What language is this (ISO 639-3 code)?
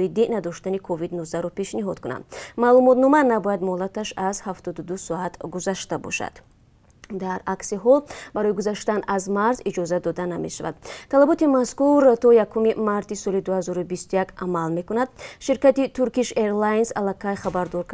tgk